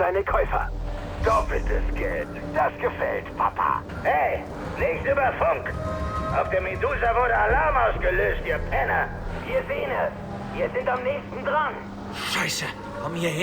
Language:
Bavarian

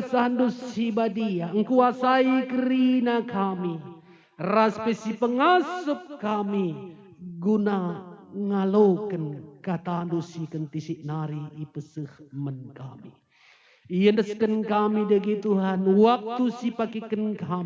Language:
Batak Karo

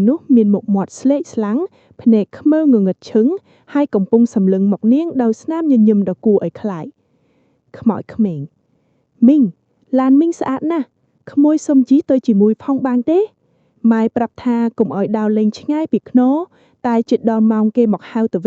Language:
Khmer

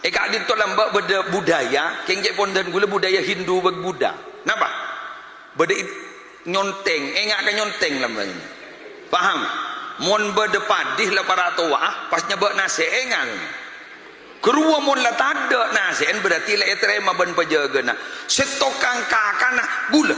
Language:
Madurese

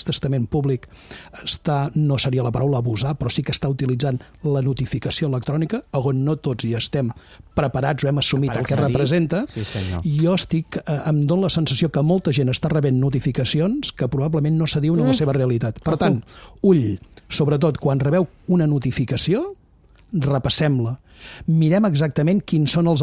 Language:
Catalan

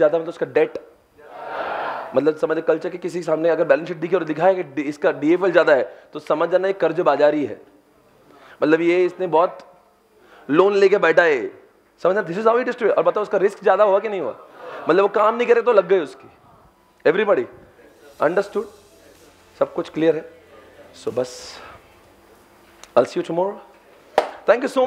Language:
Hindi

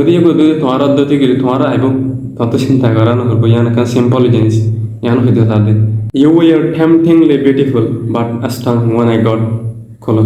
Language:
Rohingya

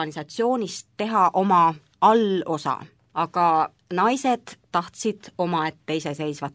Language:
Estonian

